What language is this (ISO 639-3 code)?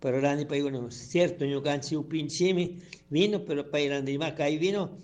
qug